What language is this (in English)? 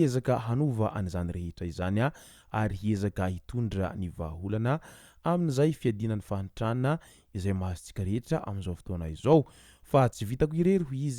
Malagasy